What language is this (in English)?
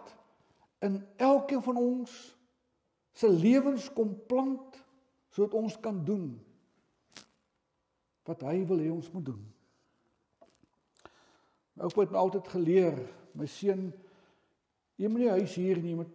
Afrikaans